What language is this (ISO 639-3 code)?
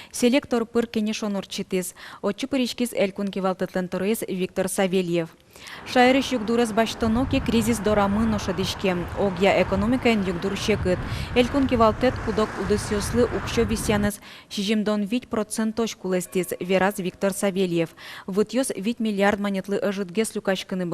udm